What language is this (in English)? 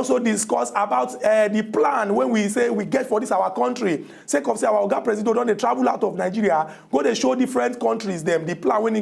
Nigerian Pidgin